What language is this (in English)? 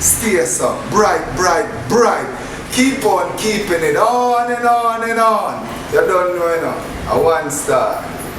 Jamaican Creole English